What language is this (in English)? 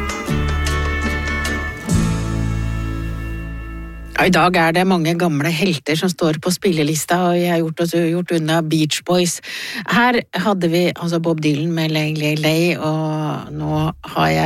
Norwegian